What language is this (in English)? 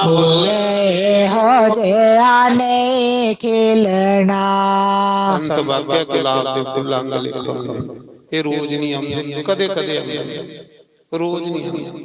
Dogri